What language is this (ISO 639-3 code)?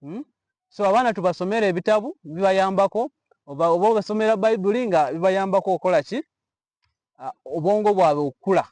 lug